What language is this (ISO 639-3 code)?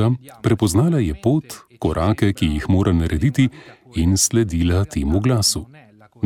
slv